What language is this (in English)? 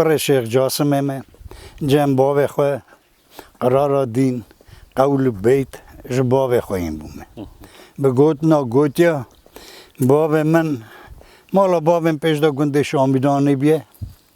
Kurdish